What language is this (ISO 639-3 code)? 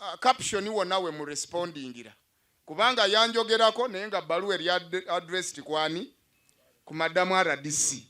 lug